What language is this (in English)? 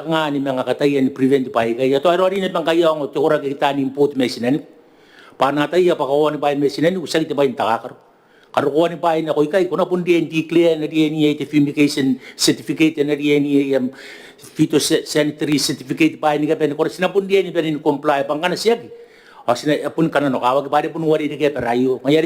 Gilbertese